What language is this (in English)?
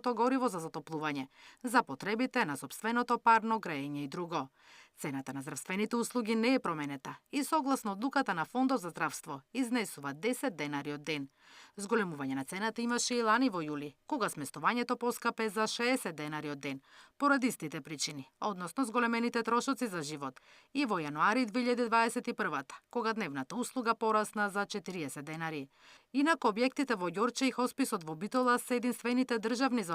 Macedonian